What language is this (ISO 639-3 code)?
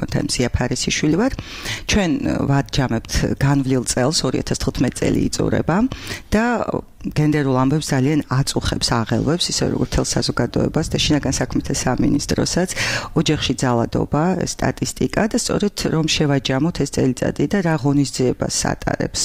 kat